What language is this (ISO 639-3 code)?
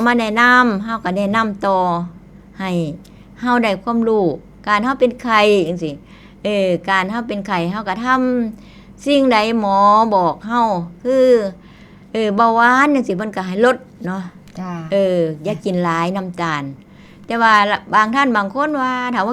tts